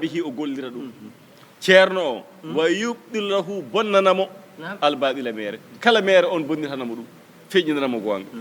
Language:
Fula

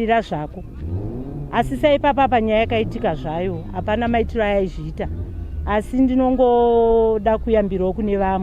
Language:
Shona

